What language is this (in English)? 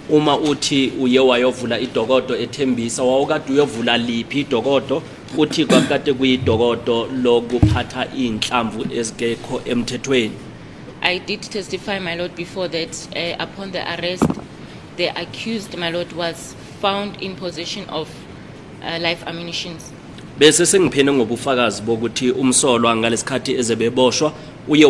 Zulu